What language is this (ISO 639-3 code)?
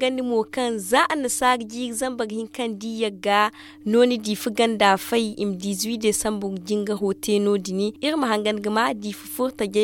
dje